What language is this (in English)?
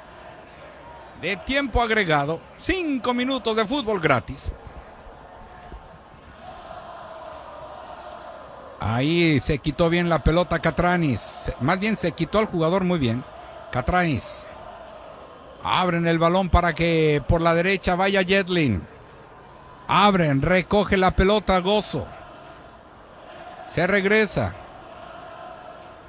Spanish